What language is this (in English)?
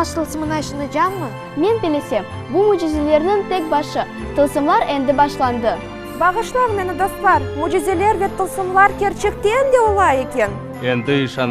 Crimean Tatar